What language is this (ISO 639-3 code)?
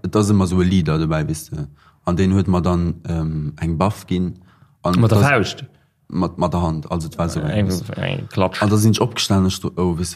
ltz